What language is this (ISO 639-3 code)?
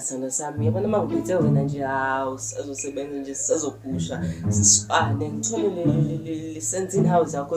zul